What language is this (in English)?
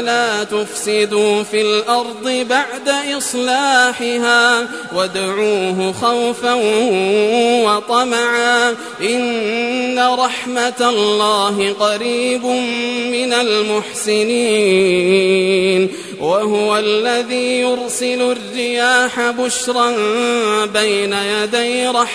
Arabic